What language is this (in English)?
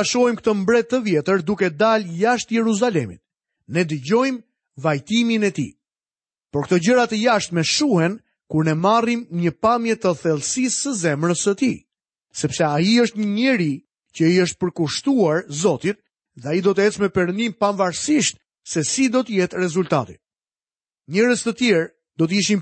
Albanian